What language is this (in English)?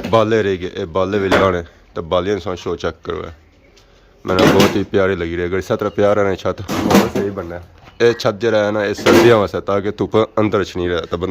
Pahari-Potwari